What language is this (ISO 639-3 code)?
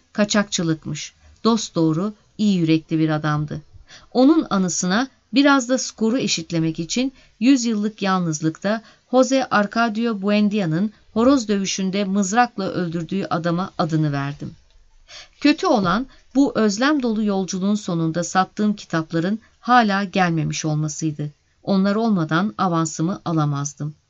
tur